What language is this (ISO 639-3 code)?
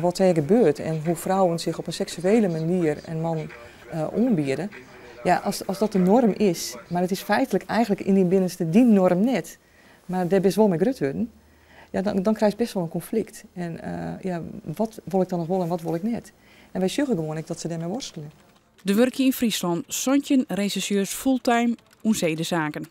fry